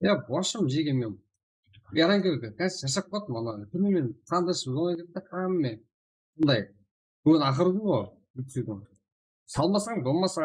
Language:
Kara-Kalpak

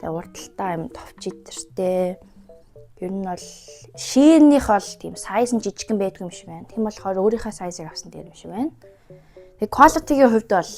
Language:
Mongolian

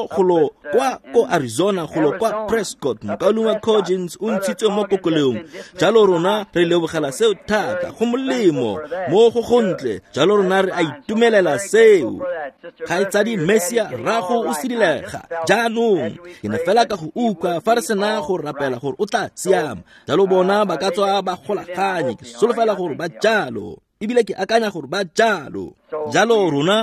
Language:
Tswana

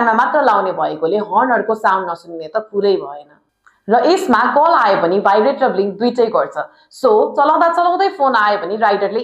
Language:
Nepali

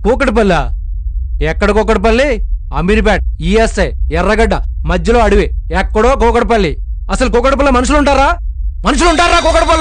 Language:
Telugu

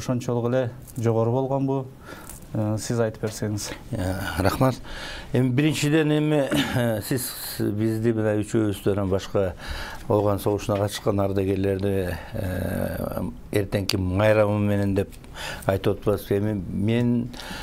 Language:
Kyrgyz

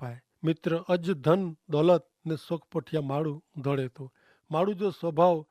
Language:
Kachhi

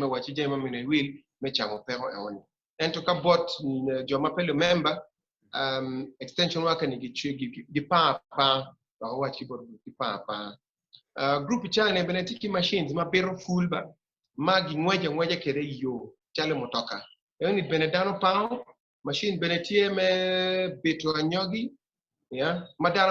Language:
Acoli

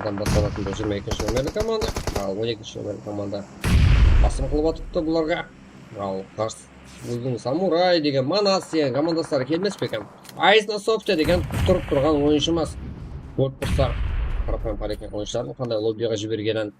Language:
Kara-Kalpak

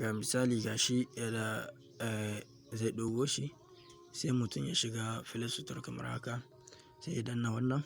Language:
Hausa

